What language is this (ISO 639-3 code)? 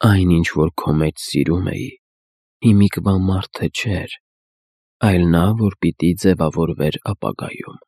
hye